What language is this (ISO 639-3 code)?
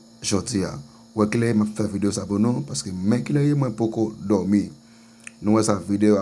hat